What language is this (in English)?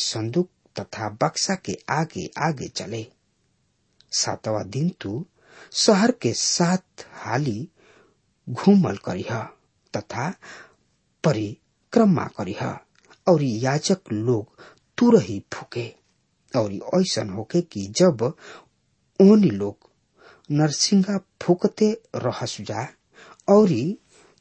Bhojpuri